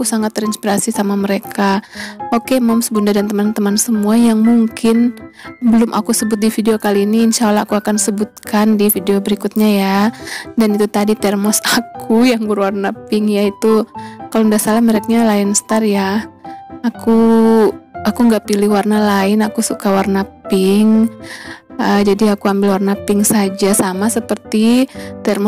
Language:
Indonesian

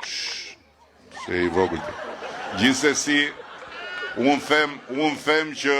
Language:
Albanian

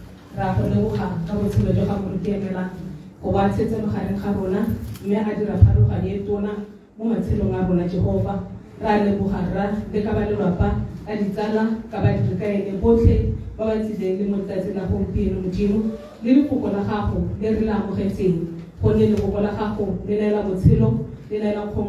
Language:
Tswana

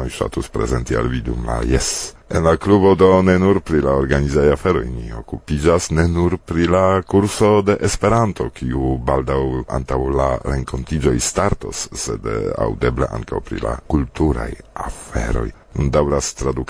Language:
Esperanto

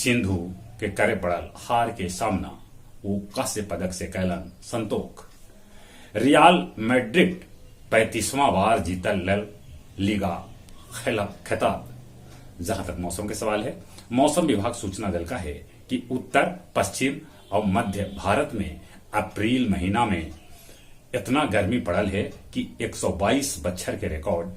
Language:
Magahi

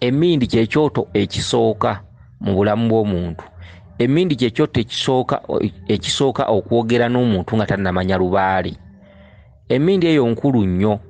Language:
Ganda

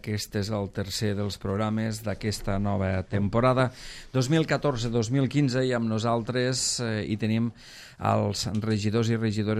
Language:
Catalan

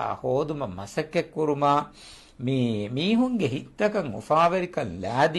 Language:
Divehi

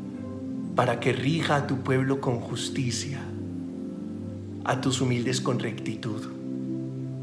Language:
Spanish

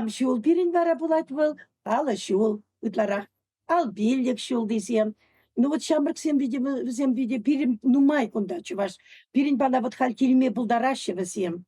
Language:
Chuvash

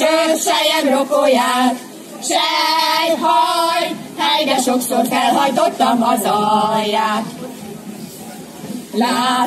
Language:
Hungarian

